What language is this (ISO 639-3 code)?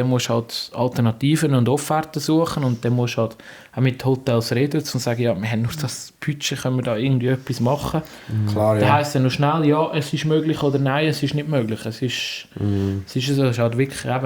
gsw